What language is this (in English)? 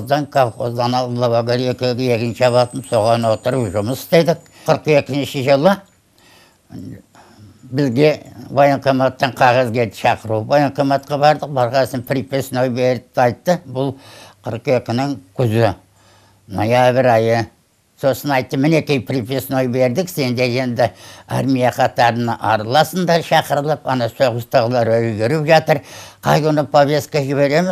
Kazakh